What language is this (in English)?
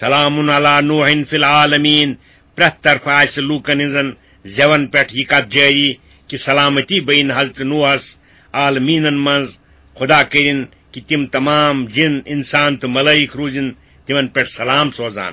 Kashmiri